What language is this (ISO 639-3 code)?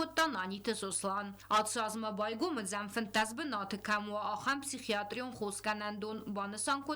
oss